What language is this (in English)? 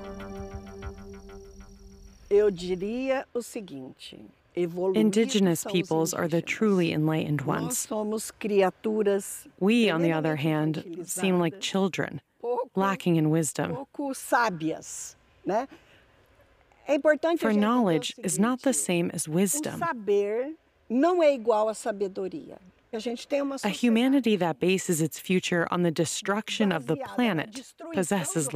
English